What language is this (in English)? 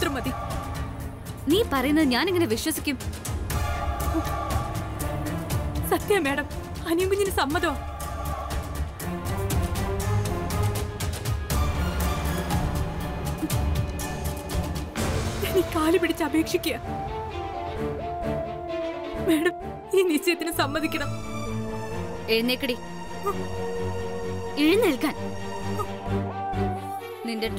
Malayalam